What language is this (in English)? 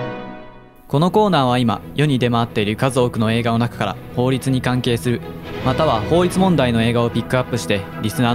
Japanese